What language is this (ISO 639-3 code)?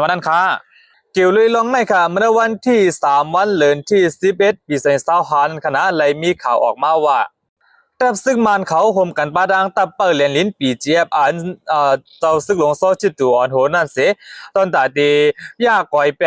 shn